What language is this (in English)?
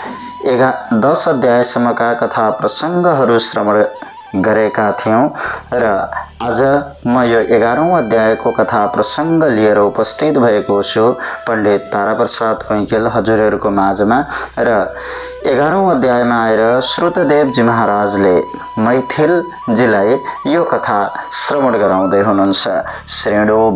Nepali